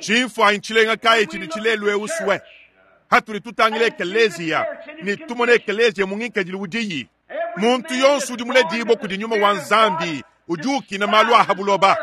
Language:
Luba-Lulua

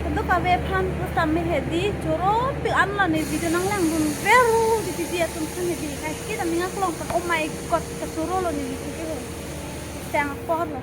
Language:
Karbi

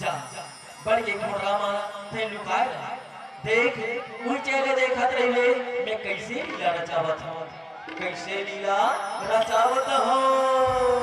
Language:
Chhattisgarhi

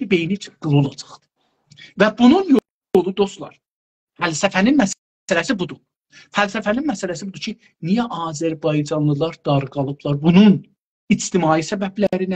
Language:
South Azerbaijani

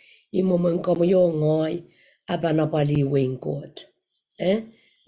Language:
Pohnpeian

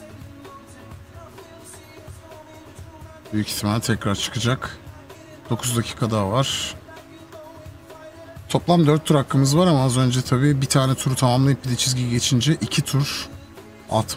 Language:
Turkish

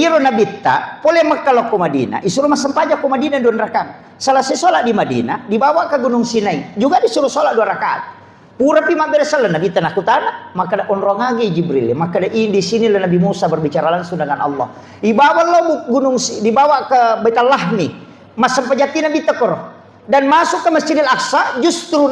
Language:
Buginese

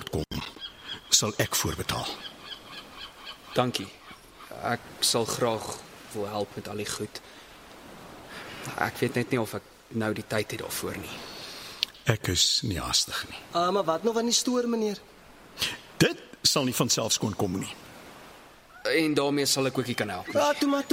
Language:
Afrikaans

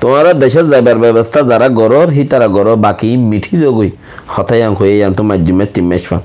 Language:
Rohingya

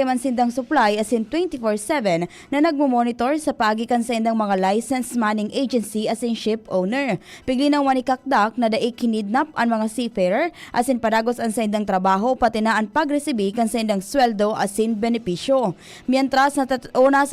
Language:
Bikol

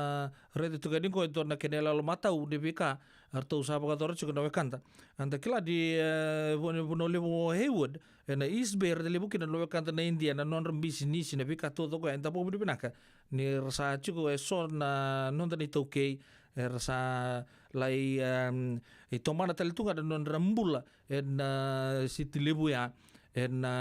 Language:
Fijian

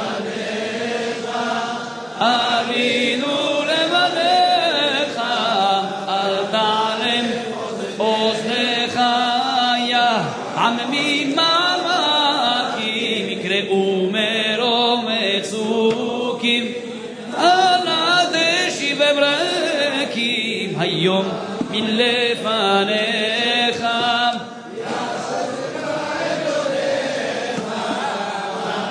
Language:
Hebrew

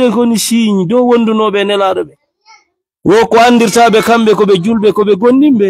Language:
Fula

